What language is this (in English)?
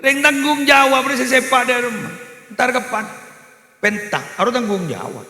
Madurese